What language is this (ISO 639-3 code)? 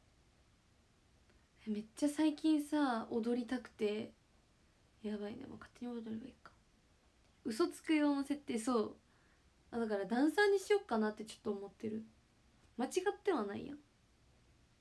jpn